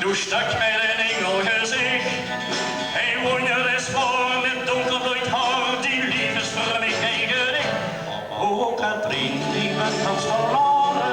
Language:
Limburgish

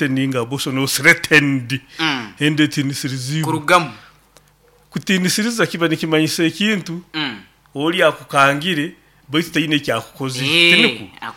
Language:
Nyoro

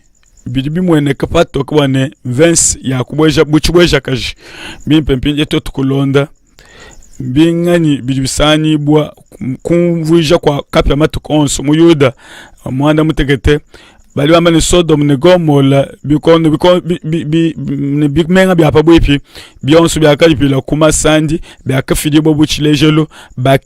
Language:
Luba-Lulua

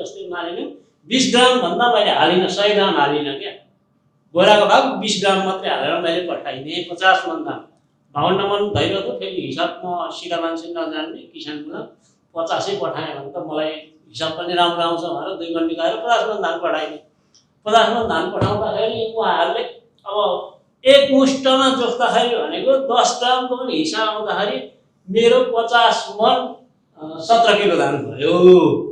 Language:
Nepali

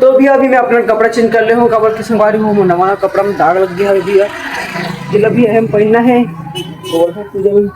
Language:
Chhattisgarhi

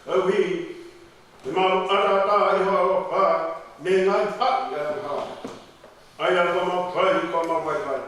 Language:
Tongan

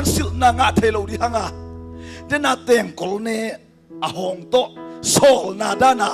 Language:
Tedim Chin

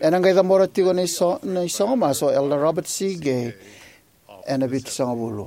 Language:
Fijian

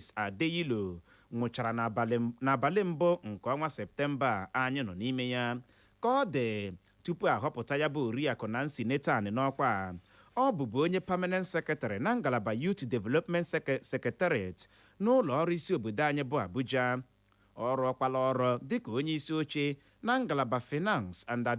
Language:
Igbo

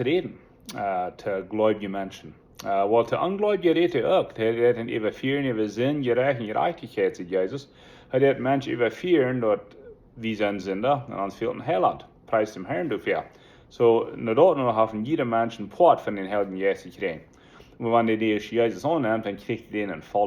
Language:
Plautdietsch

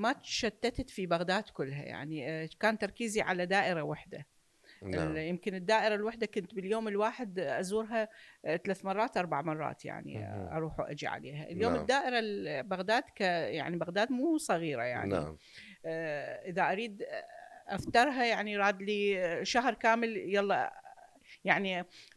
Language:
Mesopotamian Arabic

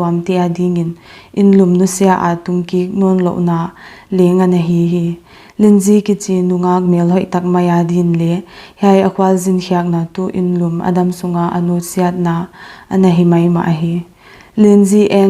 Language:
Paite Chin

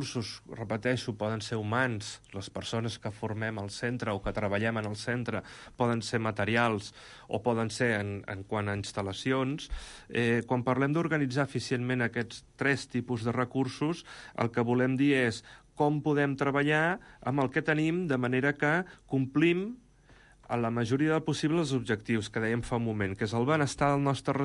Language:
Catalan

